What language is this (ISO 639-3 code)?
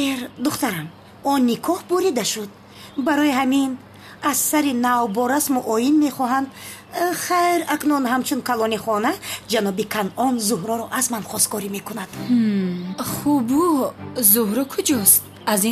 tgk